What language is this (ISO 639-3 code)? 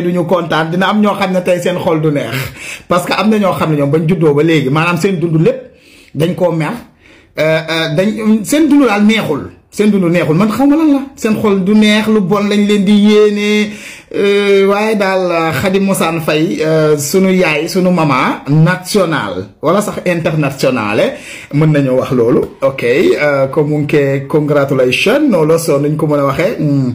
wol